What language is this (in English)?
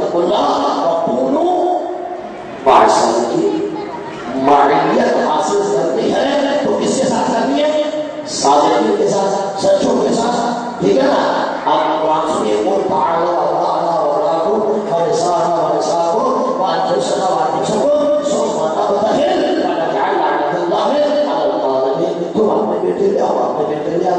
Urdu